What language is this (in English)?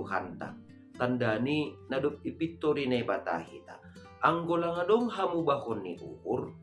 Batak Simalungun